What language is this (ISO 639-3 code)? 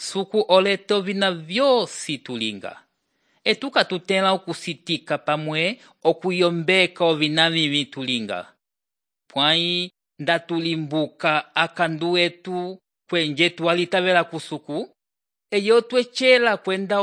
umb